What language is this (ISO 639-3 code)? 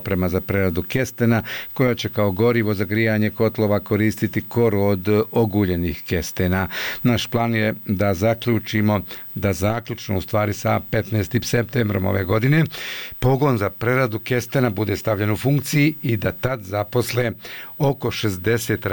bos